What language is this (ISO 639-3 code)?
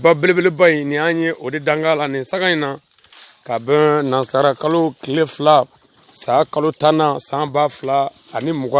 bam